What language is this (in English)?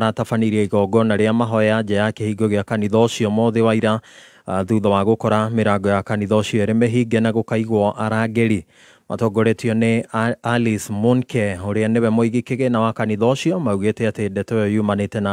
Kikuyu